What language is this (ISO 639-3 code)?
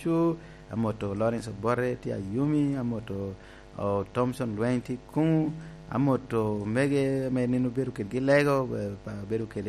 laj